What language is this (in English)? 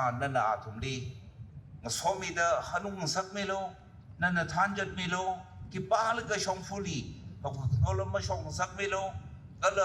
Tangkhul Naga (India)